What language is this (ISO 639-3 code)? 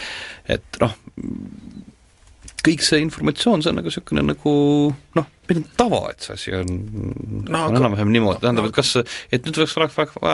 est